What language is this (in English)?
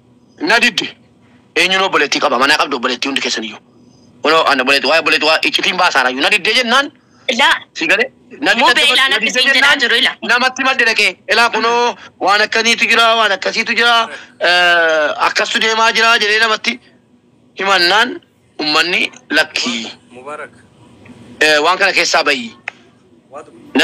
Oromo